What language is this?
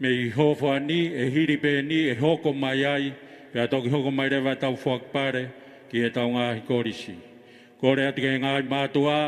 Tongan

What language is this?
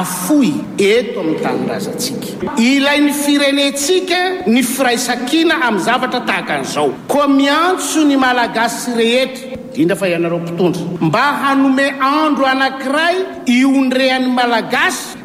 Malagasy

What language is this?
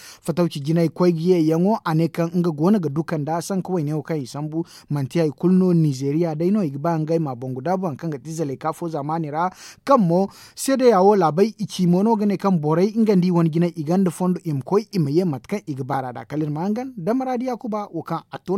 Zarma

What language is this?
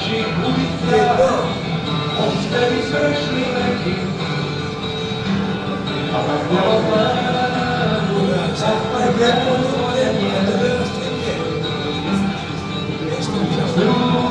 Slovak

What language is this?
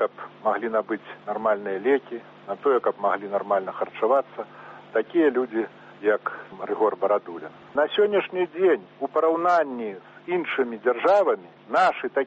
Belarusian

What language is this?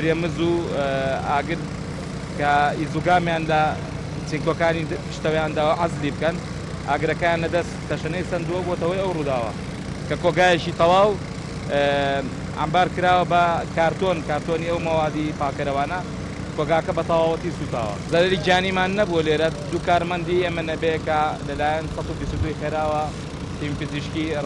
Central Kurdish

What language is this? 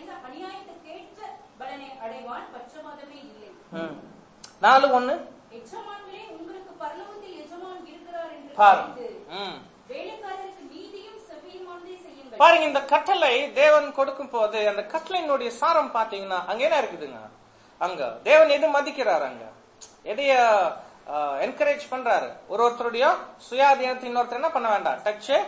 Tamil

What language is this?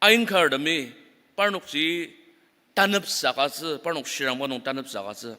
Ao Naga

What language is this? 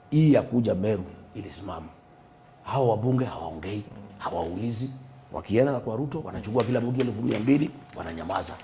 Swahili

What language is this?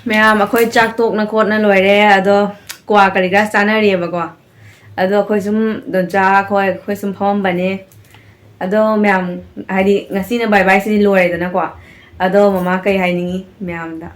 Manipuri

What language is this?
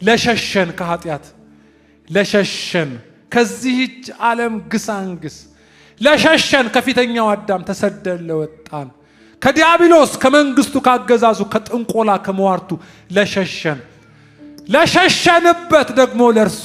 Amharic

